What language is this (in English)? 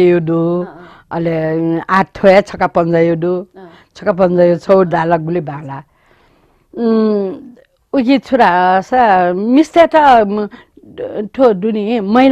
Newari